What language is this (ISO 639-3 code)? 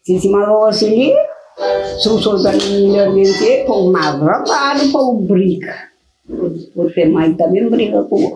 kea